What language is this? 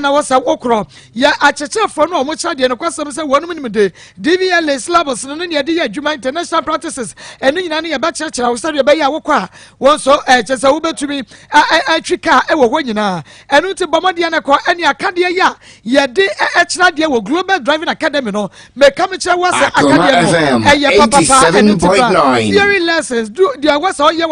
Akan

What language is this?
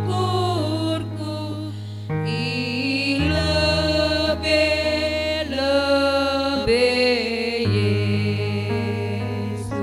Batak Karo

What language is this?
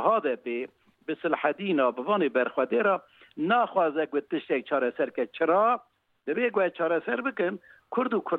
Kurdish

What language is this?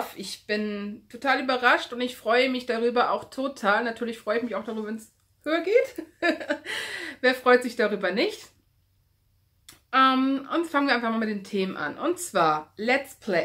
German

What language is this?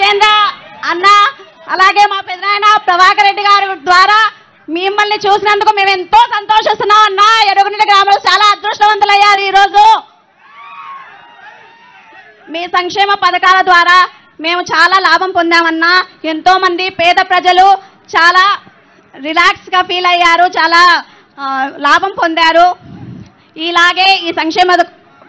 Telugu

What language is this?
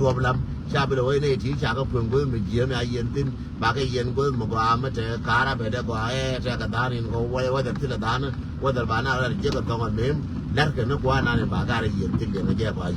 Nuer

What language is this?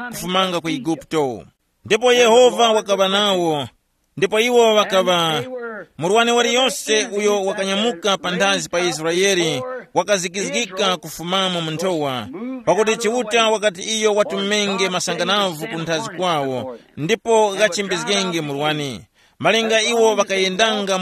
Tumbuka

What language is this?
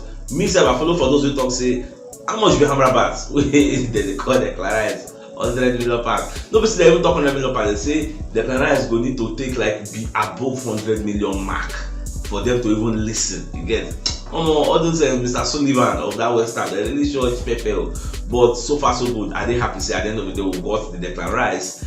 Nigerian Pidgin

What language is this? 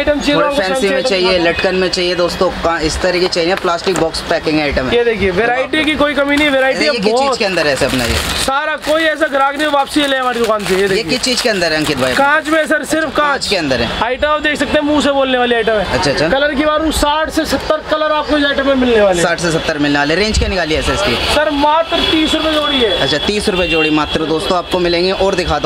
Hindi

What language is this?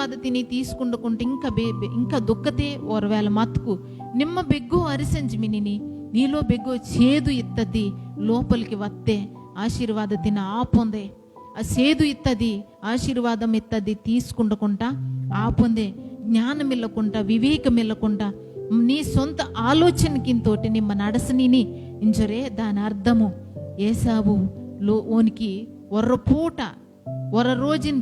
Koya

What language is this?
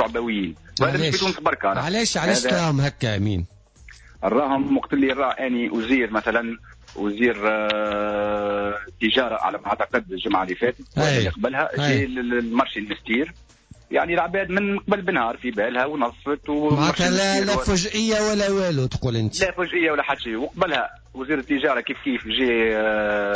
Tunisian Arabic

